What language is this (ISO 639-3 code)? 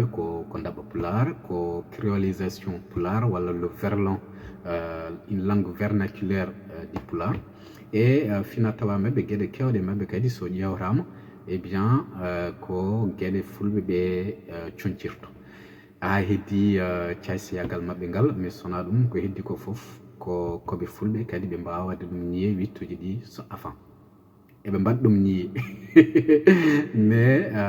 ful